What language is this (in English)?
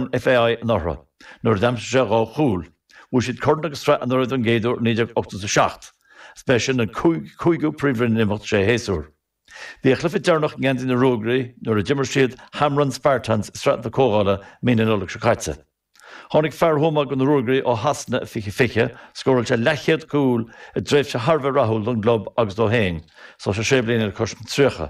Irish